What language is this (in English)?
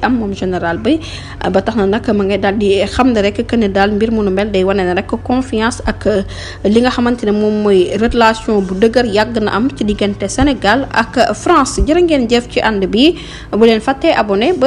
Wolof